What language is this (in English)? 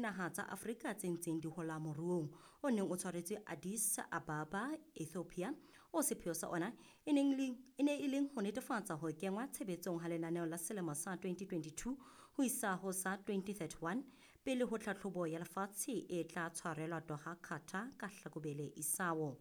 Southern Sotho